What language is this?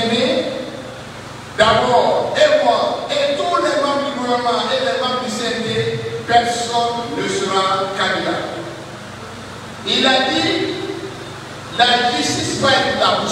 French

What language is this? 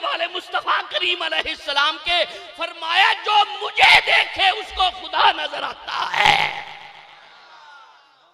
Urdu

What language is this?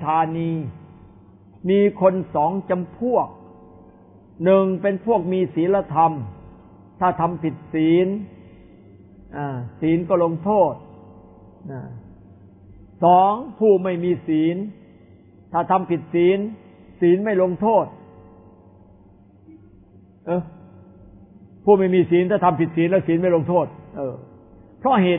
Thai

